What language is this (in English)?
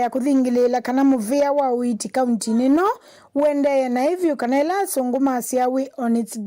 Kamba